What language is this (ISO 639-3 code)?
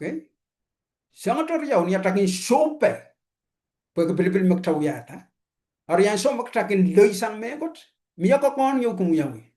pon